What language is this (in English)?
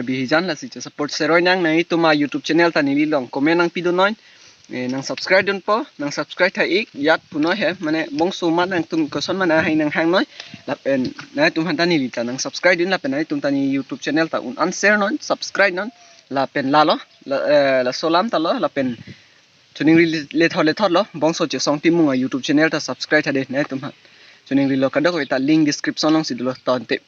Karbi